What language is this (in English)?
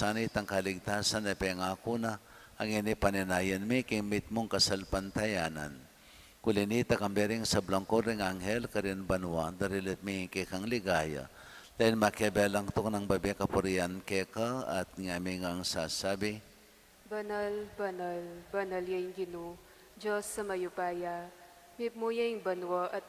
Pampanga